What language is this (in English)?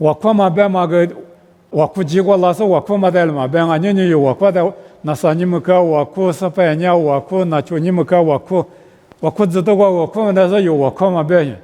Lisu